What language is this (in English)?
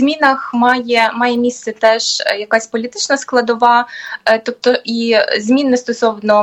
Ukrainian